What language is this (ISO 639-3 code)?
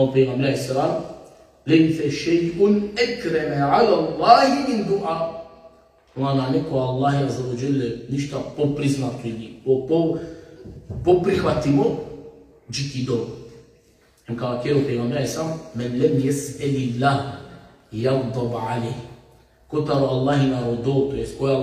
rmn